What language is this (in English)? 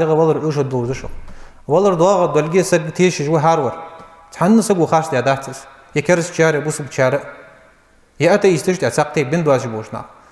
Ingush